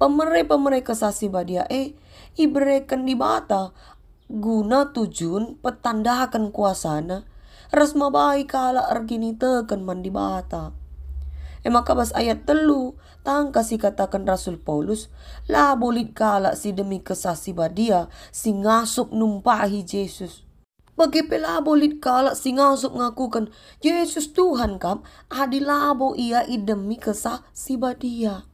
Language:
Batak Karo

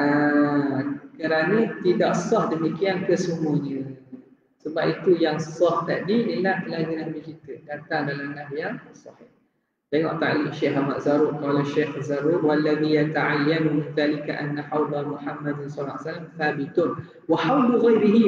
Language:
Malay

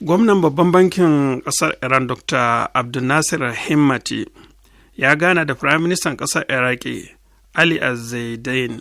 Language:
Hausa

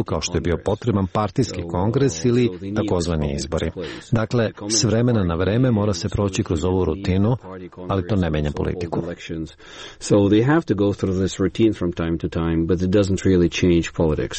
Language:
Serbian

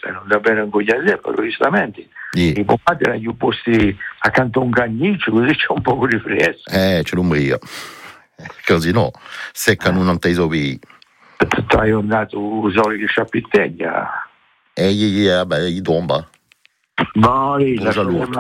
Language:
Italian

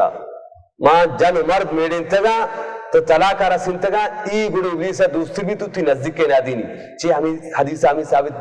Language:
Baluchi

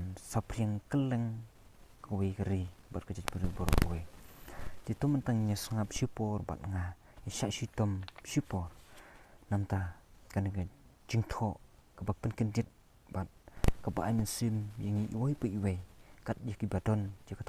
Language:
Khasi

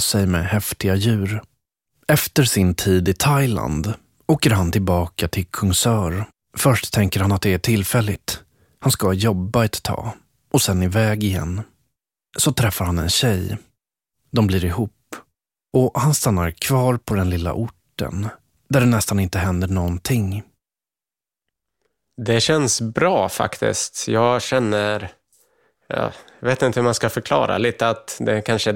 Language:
Swedish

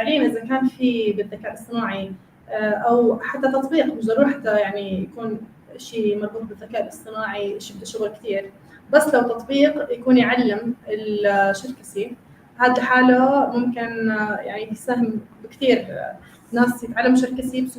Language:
North Levantine Arabic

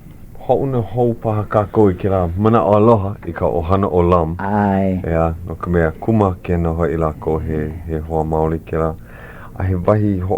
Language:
Hawaiian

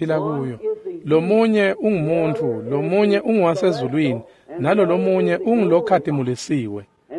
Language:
Swati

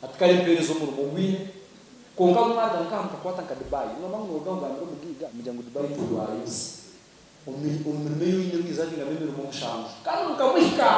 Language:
Nyankole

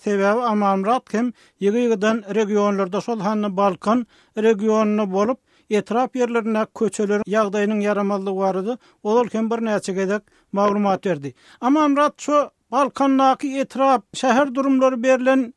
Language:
Turkmen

